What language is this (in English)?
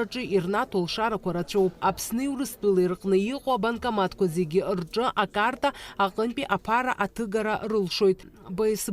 Abkhazian